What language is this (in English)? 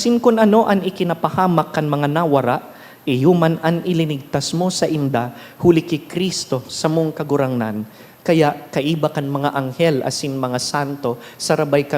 Bikol